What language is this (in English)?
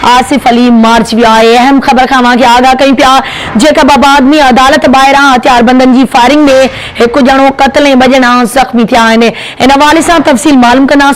Sindhi